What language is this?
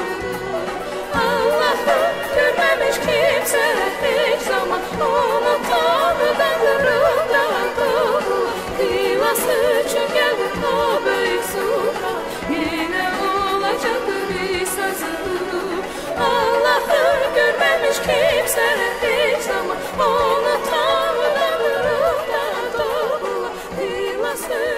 South Azerbaijani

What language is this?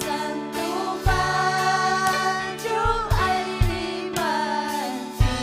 Ayacucho Quechua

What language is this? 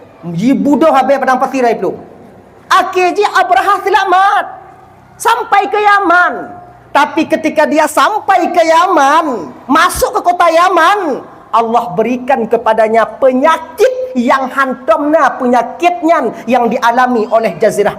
Achinese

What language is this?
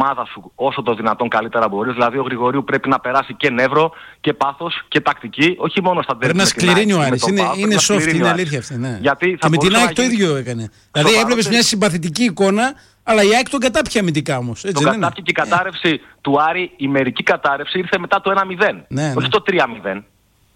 Greek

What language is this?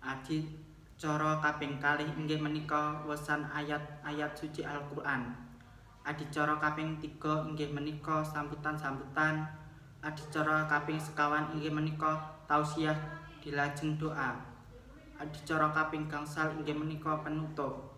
Javanese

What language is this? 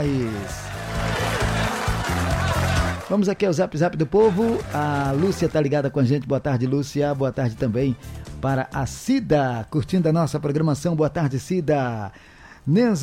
Portuguese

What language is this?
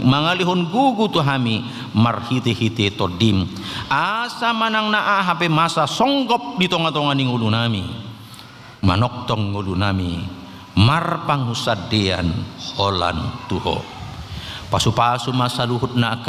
Batak Toba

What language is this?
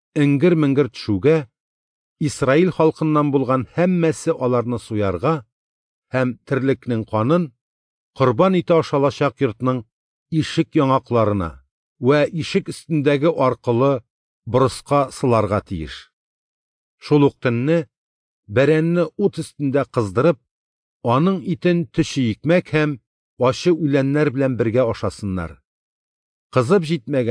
Tatar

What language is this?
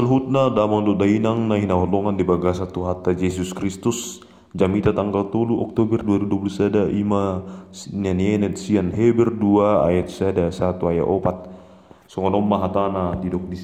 Batak Toba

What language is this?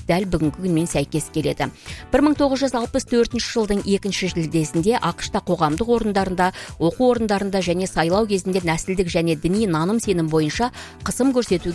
Kazakh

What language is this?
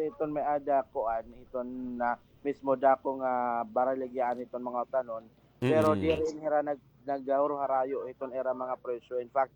Waray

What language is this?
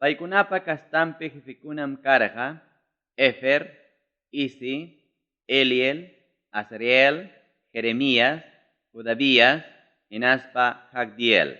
Ayacucho Quechua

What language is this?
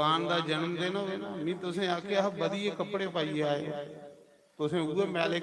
Dogri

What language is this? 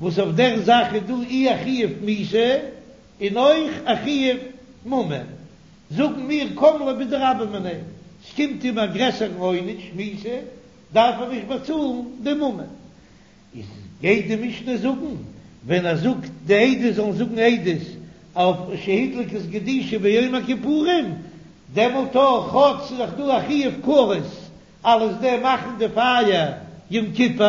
Yiddish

